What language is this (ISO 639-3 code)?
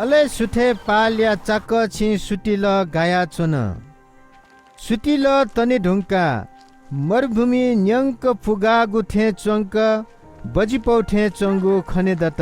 new